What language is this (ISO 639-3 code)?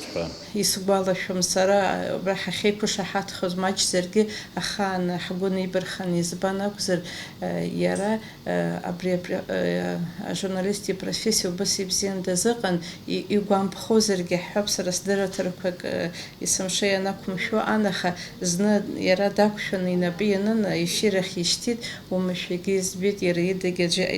abk